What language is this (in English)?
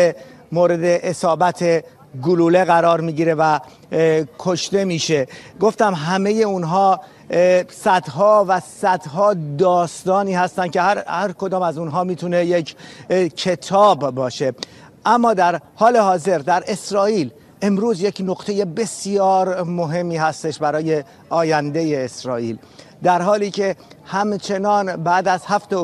Persian